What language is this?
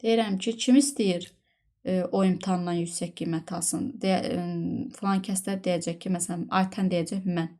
Azerbaijani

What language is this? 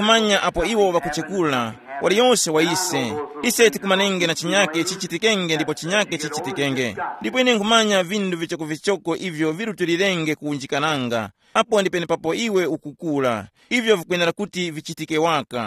Tumbuka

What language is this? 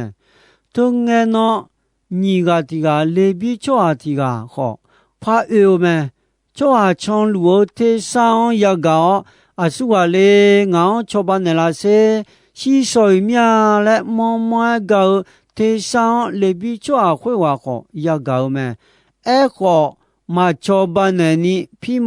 Akha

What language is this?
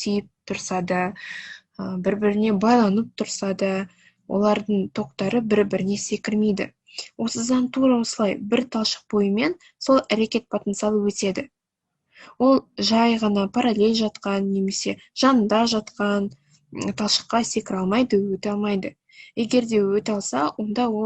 Kazakh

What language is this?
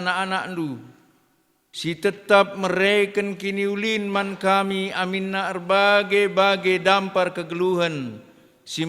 Batak Karo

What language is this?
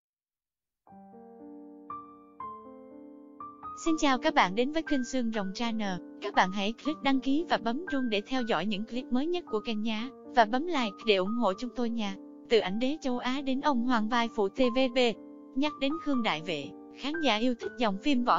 Vietnamese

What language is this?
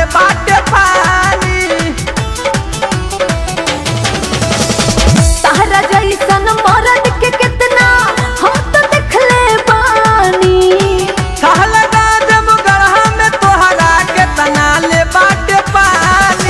Bhojpuri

